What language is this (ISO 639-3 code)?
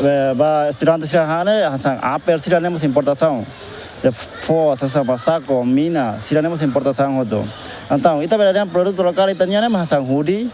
tet